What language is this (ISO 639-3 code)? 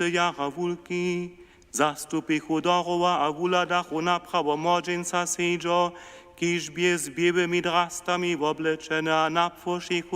hsb